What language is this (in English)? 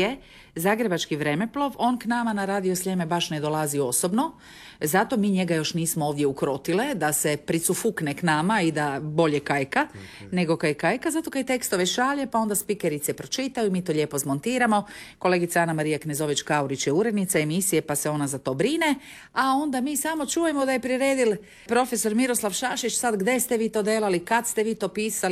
Croatian